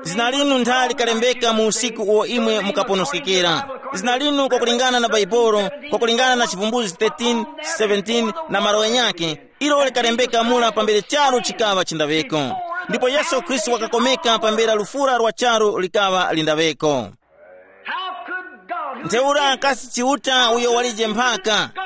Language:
Tumbuka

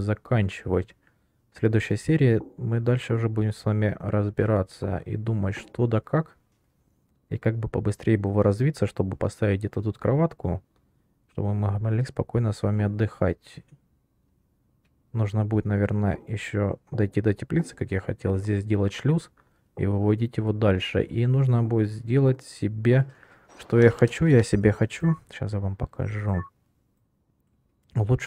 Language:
Russian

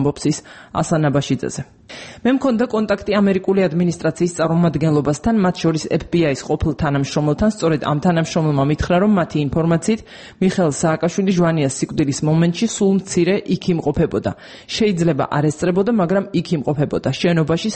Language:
Georgian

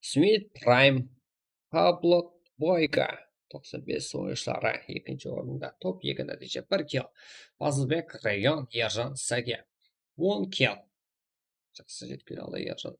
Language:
Kara-Kalpak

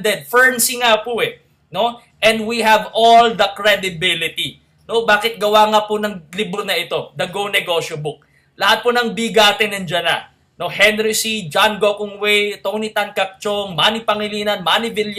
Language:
Filipino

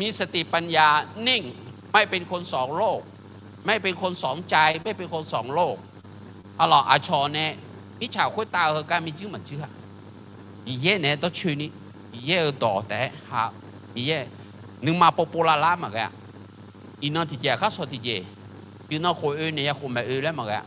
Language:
Akha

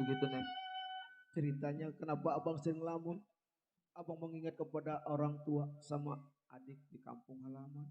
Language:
Betawi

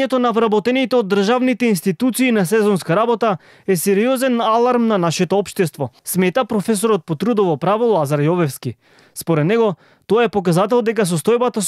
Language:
Macedonian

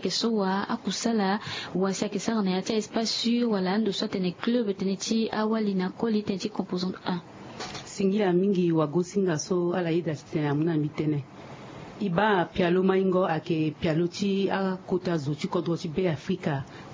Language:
Sango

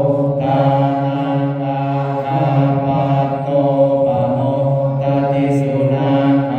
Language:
Pali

